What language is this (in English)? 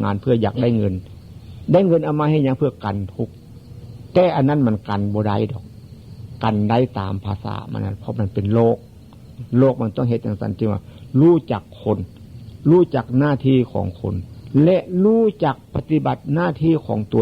Northeastern Thai